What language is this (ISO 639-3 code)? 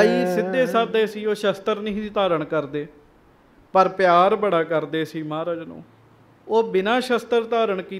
pan